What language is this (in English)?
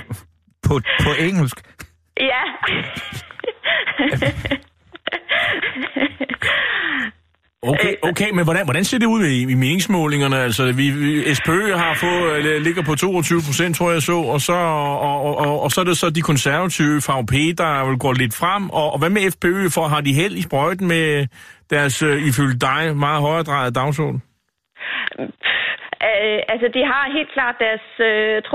Danish